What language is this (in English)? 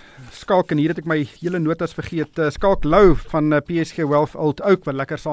Afrikaans